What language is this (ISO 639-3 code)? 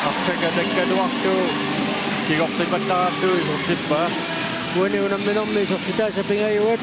kal